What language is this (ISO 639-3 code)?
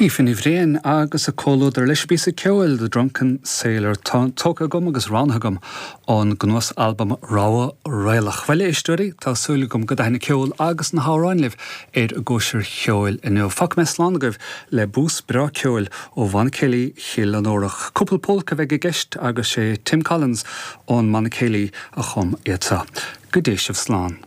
gle